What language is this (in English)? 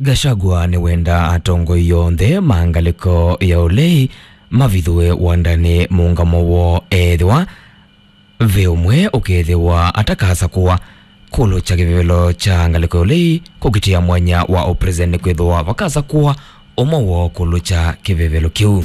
Kamba